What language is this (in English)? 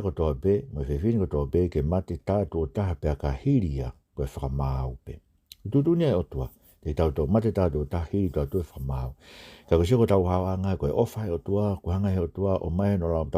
Tongan